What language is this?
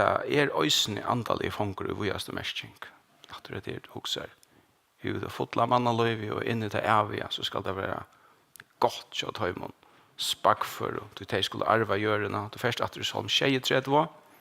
Faroese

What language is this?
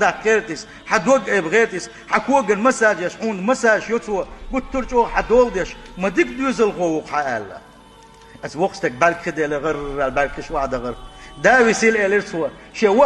Chechen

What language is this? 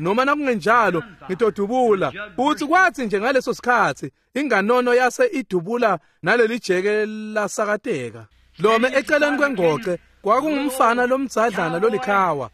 Swati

